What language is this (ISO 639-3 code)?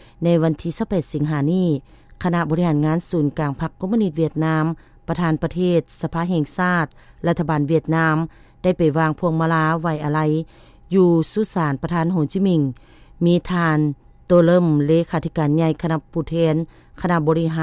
lao